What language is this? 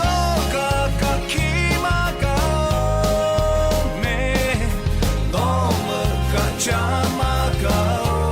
Lahu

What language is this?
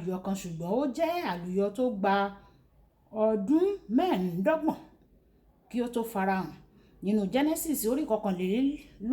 Yoruba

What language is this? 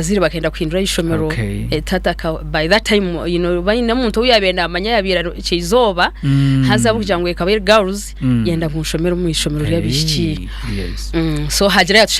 Nyankole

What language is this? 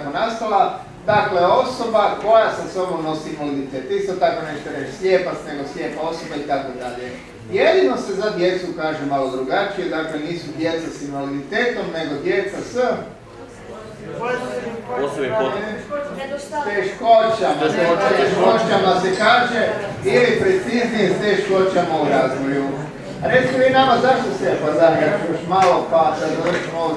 Croatian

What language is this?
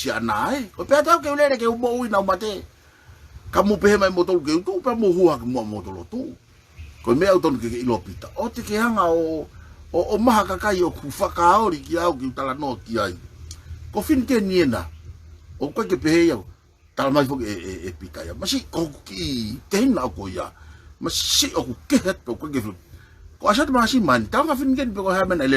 Tongan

